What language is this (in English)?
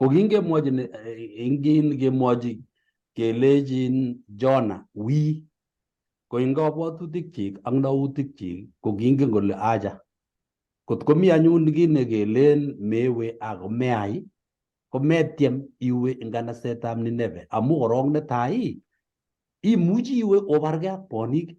Kalenjin